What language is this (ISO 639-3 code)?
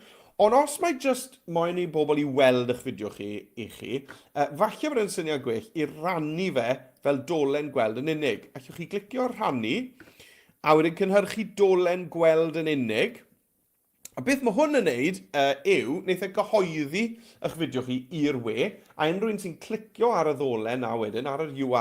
cym